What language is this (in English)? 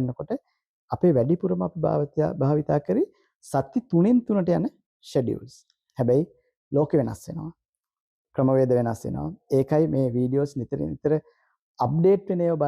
Sinhala